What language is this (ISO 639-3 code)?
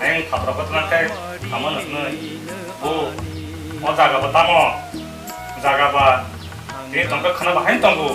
trp